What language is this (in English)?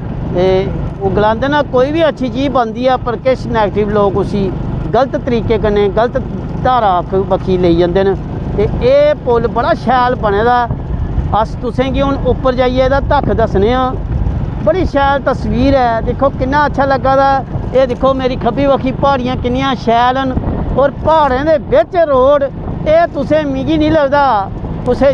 Dogri